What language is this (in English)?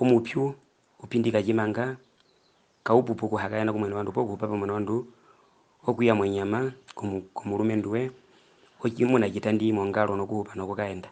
Herero